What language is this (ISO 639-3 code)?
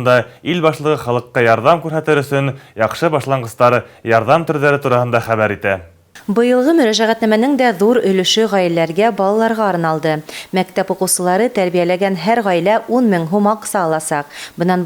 bak